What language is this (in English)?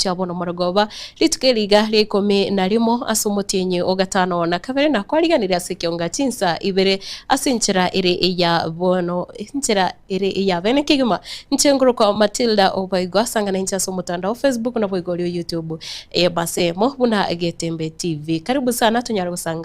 Gusii